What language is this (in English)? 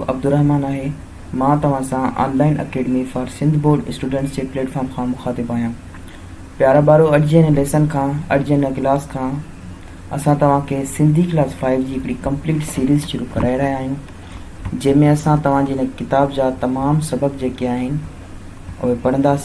Sindhi